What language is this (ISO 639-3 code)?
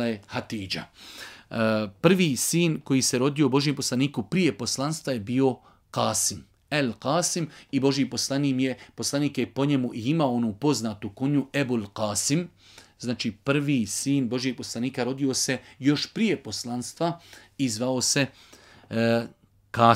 bos